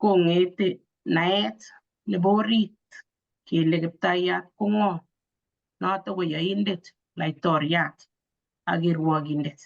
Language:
Kalenjin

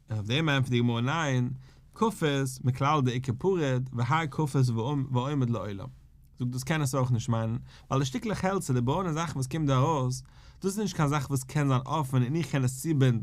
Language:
Yiddish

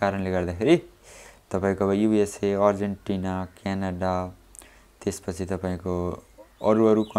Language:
Nepali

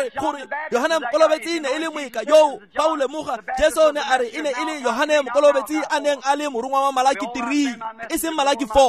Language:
Tswana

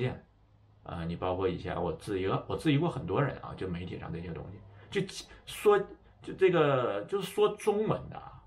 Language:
Chinese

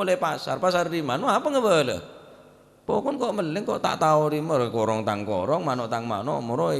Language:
Madurese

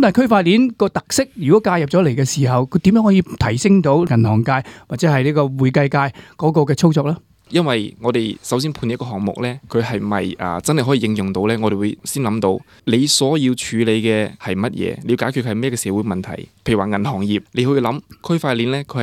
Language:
Cantonese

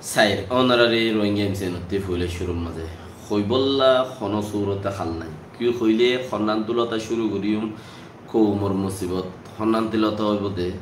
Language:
Rohingya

